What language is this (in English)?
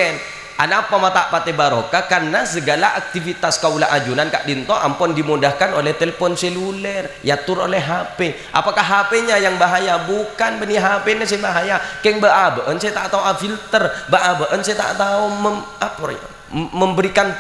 Madurese